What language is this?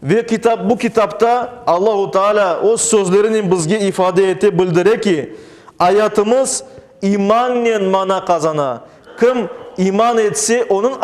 Crimean Tatar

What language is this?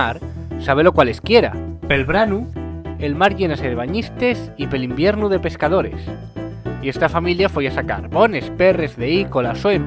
Asturian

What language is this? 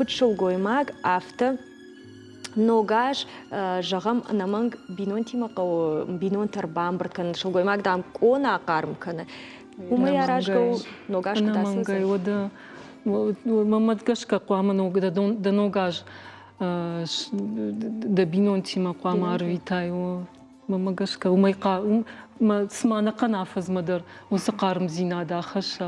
Ossetic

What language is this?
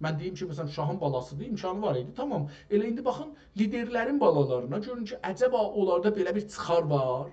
South Azerbaijani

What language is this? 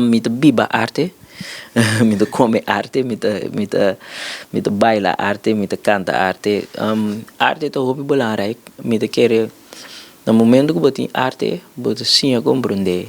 Papiamento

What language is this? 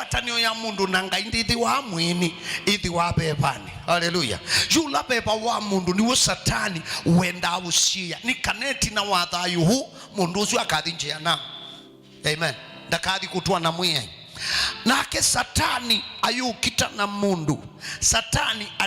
Kamba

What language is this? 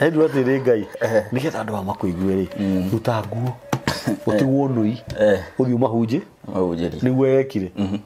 Kikuyu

